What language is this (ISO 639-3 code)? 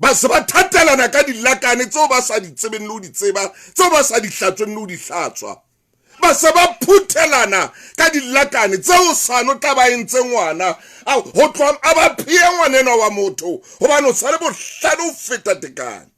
sot